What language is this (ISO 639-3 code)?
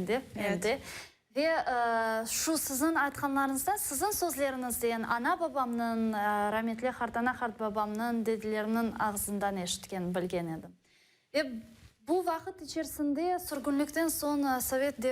crh